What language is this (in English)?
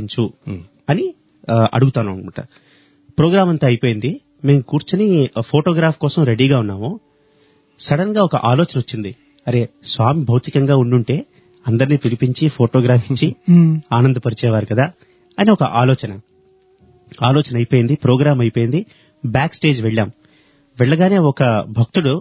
Telugu